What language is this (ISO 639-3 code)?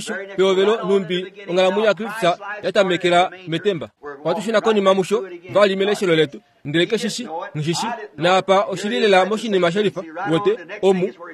kua